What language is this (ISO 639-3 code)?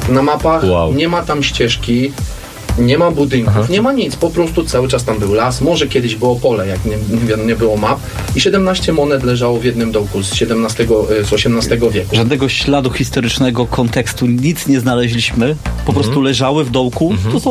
pol